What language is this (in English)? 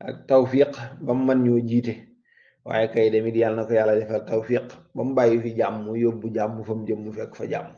Wolof